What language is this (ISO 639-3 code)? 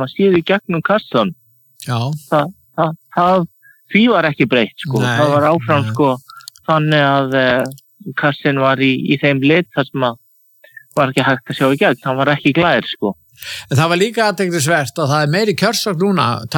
isl